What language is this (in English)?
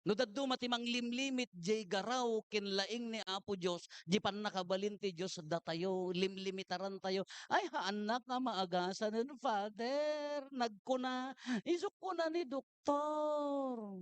Iloko